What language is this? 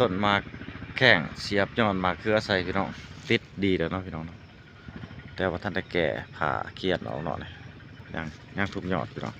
Lao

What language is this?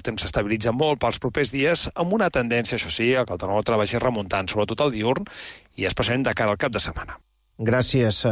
Catalan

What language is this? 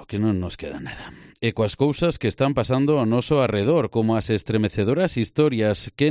Galician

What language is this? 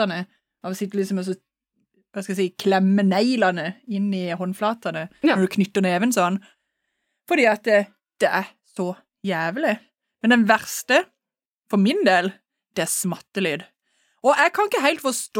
Norwegian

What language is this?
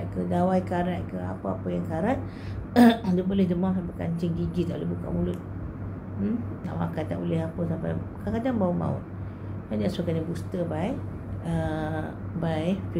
Malay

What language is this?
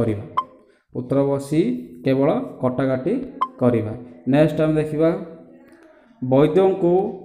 Odia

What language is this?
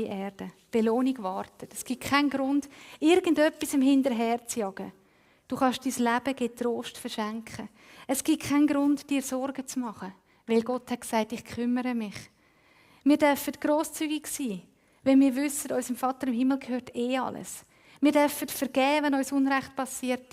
Swiss German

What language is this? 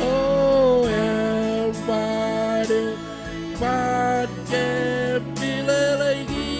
Marshallese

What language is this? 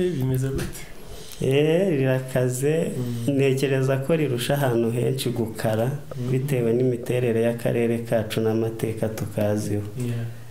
Kinyarwanda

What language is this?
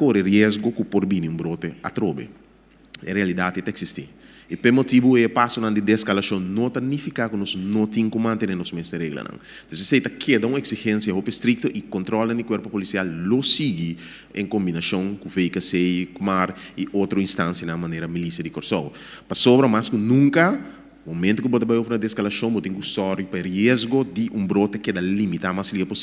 Papiamento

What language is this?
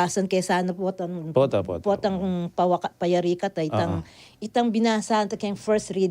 Pampanga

